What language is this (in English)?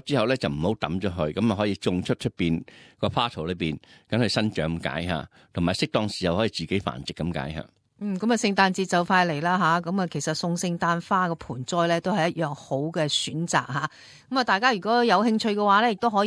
Cantonese